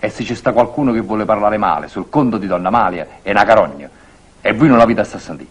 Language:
Neapolitan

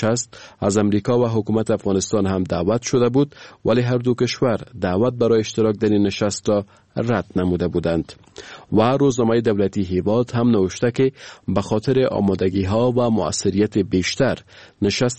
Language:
Persian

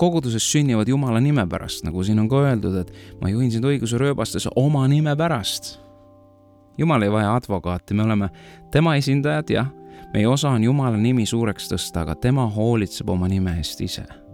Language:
Estonian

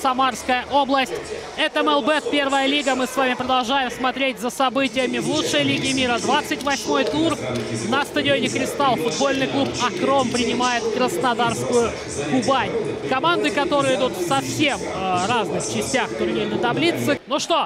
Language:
Russian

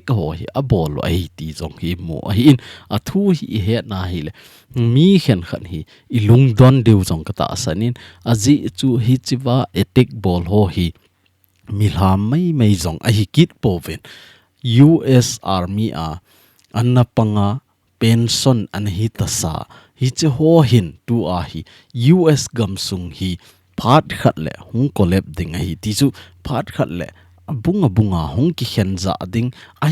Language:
Thado Chin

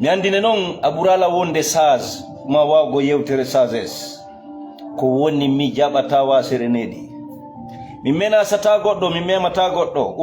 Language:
Fula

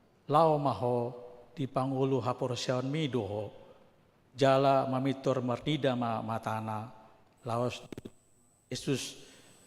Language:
Batak Toba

